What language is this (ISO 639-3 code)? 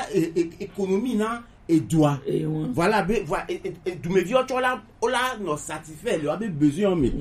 gej